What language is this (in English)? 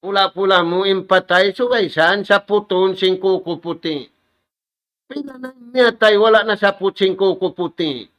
Tausug